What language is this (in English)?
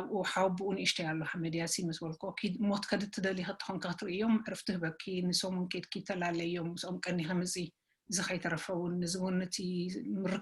Tigrinya